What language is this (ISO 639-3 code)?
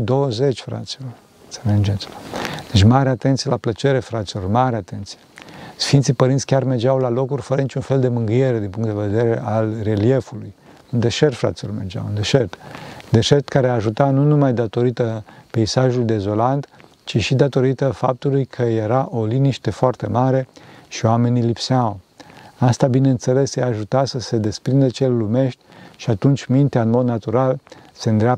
ron